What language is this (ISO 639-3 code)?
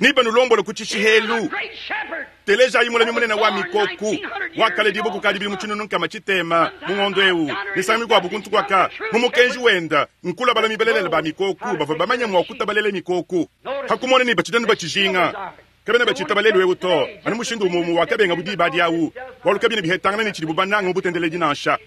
lua